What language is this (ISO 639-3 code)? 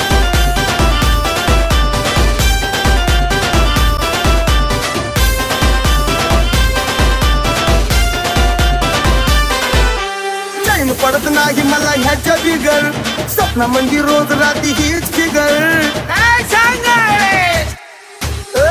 mar